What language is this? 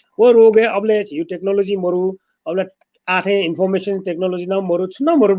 Newari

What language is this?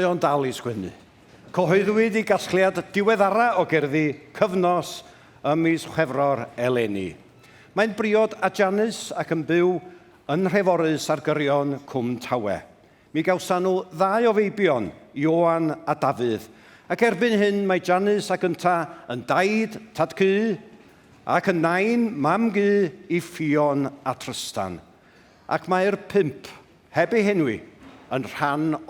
Welsh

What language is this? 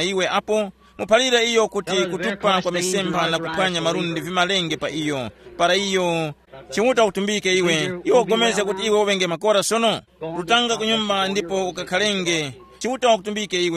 Tumbuka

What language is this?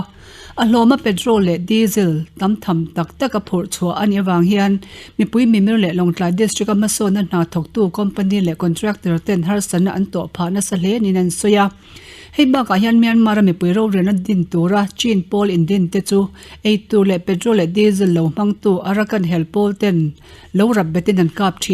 Mizo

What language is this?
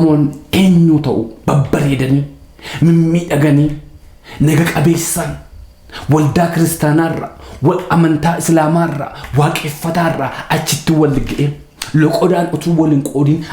Oromo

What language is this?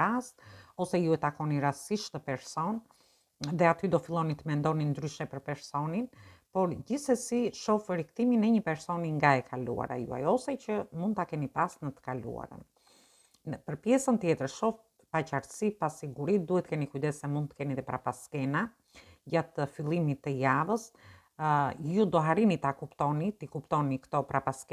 Albanian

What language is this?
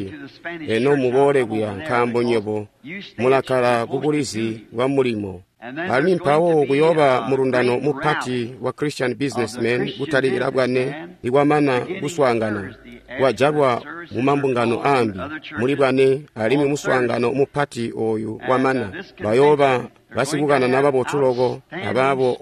Tonga (Zambia)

